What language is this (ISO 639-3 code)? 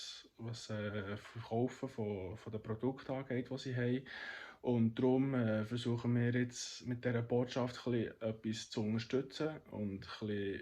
gsw